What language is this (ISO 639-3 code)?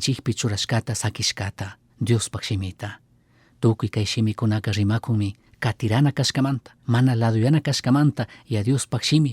qug